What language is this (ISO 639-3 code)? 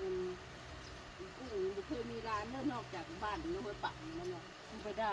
tts